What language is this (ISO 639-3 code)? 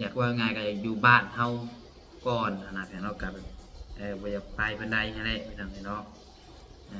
lao